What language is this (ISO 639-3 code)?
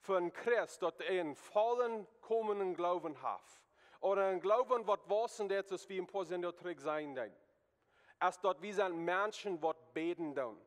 pdt